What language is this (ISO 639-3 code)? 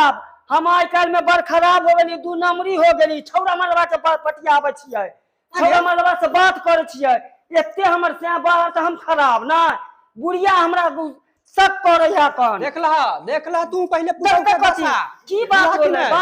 mai